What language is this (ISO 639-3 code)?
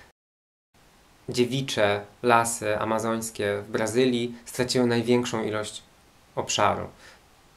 pol